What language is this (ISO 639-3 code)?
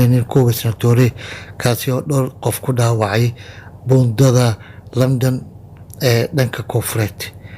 som